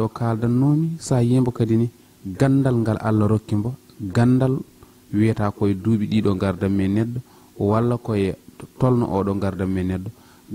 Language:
Fula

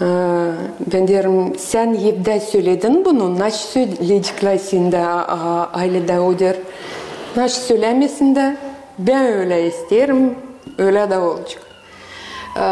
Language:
Gagauz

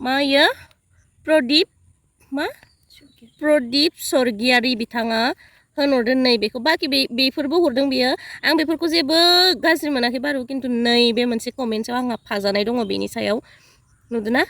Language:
Bodo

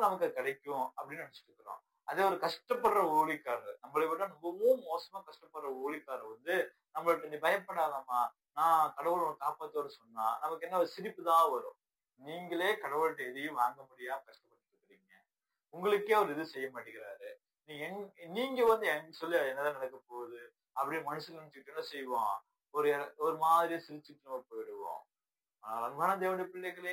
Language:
Tamil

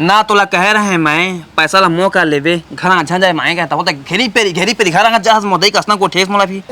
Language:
Chhattisgarhi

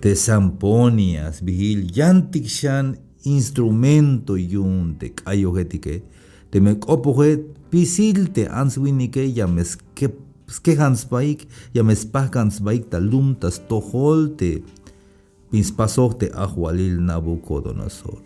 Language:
Tzeltal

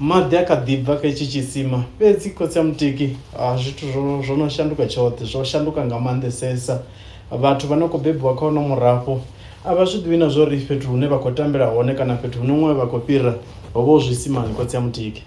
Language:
Venda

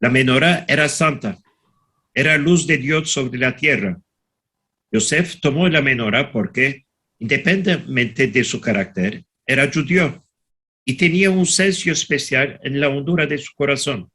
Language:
Ladino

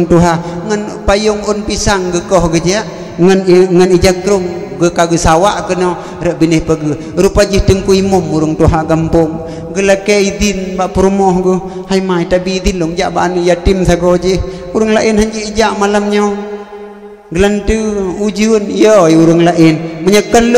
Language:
Achinese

